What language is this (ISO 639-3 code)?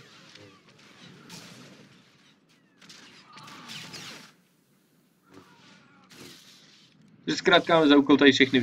ces